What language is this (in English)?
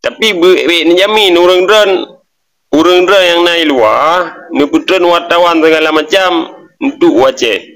Achinese